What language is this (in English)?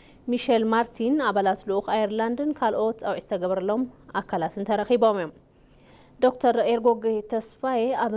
Tigrinya